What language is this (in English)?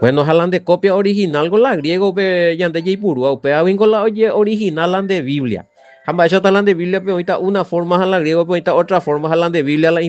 Guarani